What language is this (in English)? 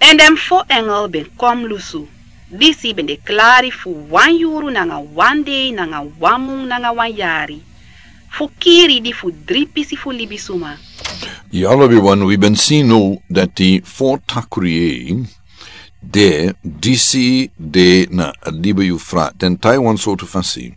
Sranan Tongo